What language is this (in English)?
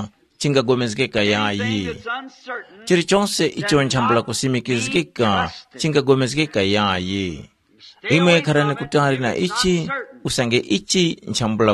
Tumbuka